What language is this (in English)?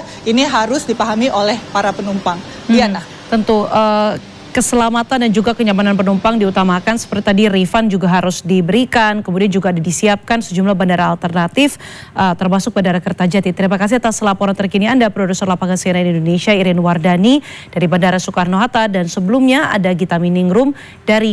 Indonesian